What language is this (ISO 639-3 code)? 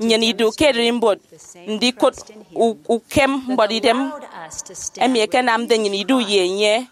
efi